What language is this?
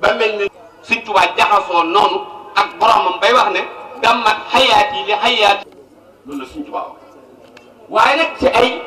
Wolof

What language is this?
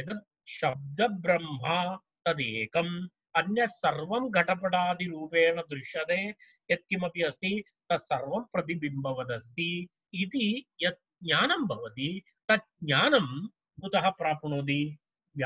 Sanskrit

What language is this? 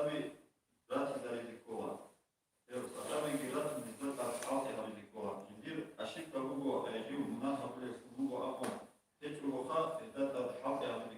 Avaric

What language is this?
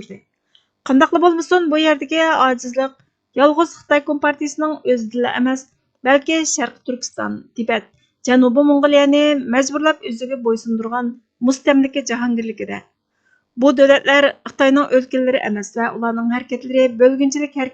Uyghur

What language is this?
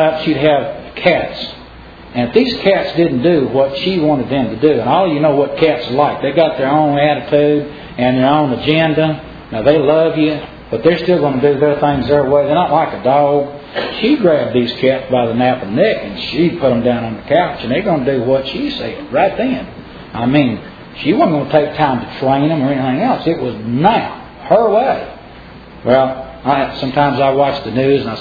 English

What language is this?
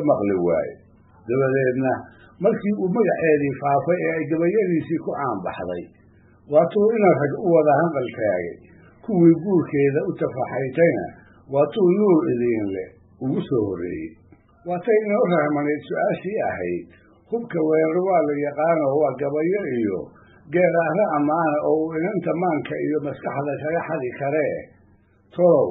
Somali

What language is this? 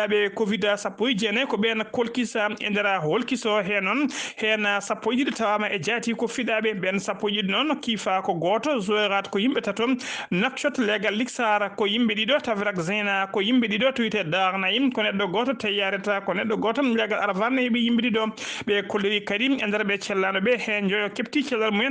Fula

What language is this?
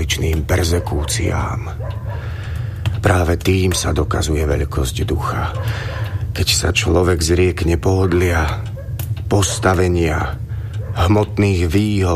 Slovak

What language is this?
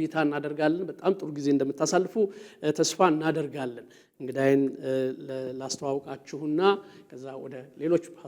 Amharic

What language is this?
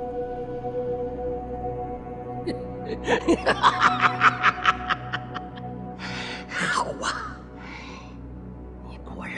Chinese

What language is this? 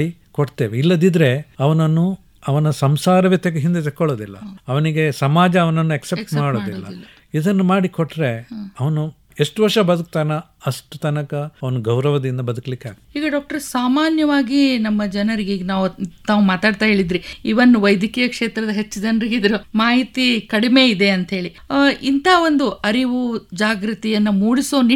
Kannada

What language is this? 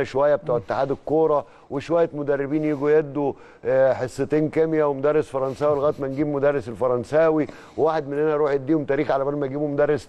Egyptian Arabic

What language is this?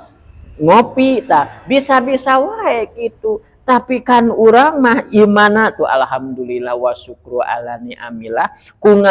Sundanese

